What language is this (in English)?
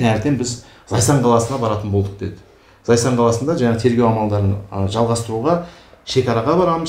Kazakh